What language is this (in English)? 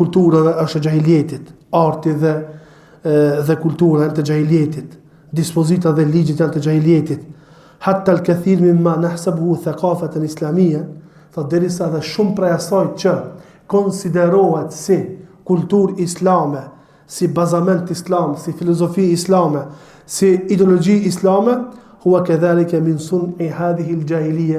Albanian